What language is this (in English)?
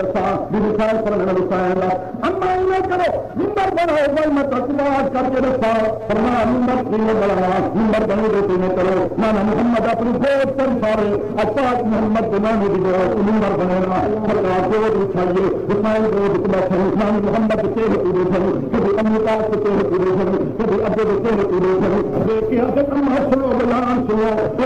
Saraiki